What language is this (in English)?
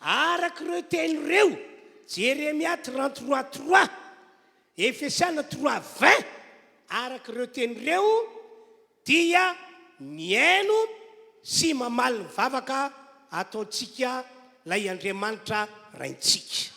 Malagasy